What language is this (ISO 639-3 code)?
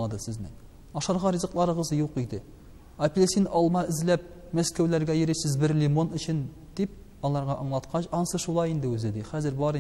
tat